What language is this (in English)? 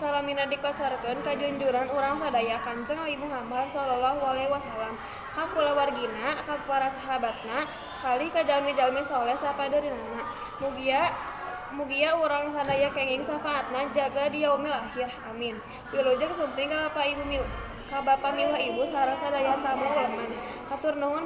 Sundanese